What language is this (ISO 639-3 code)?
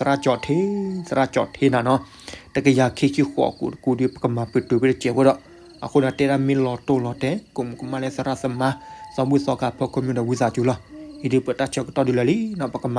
ksw